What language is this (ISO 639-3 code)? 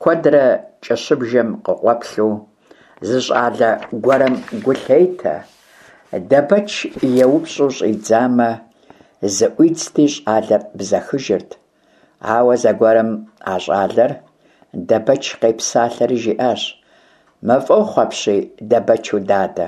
kbd